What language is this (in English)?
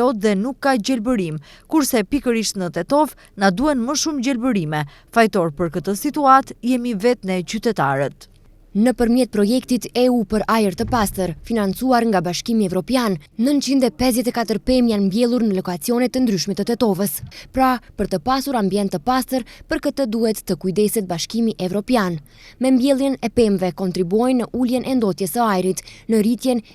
Albanian